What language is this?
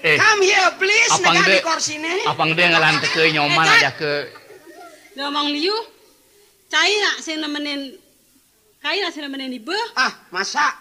Balinese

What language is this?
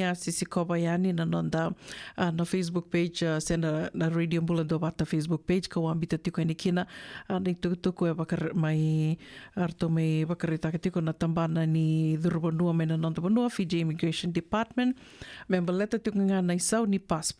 Fijian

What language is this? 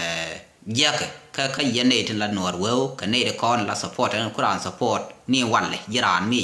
Nuer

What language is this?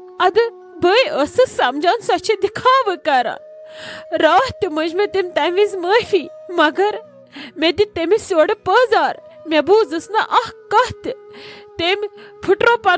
Kashmiri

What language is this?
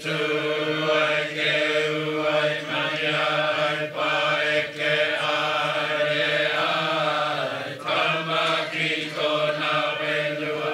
Māori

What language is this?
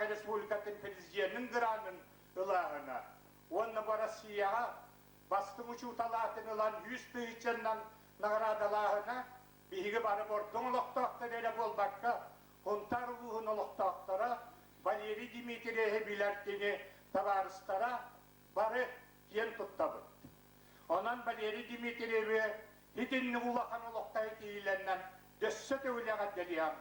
Yakut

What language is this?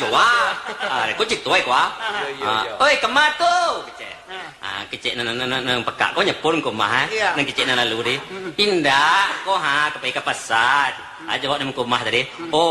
Minangkabau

